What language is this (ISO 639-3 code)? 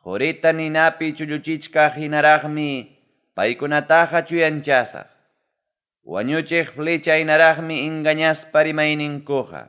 quy